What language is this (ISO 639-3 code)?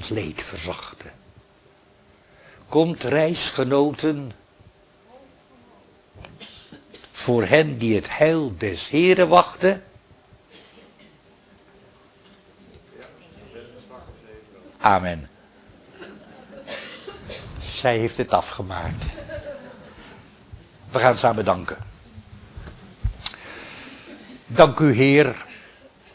nld